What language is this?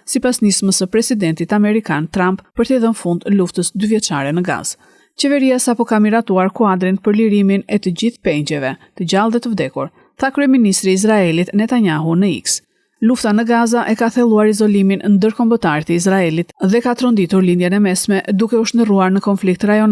Albanian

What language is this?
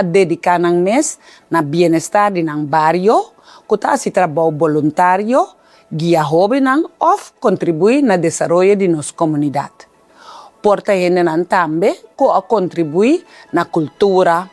Papiamento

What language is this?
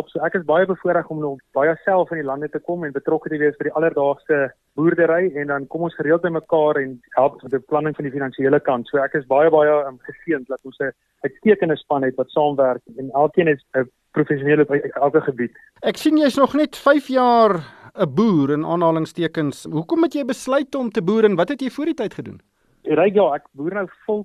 Afrikaans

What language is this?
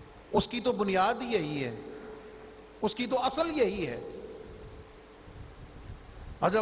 Urdu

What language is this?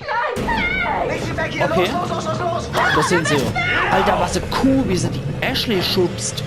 Palatine German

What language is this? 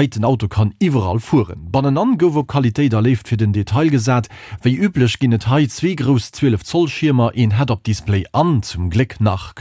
Luxembourgish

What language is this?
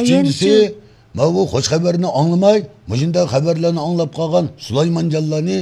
Uyghur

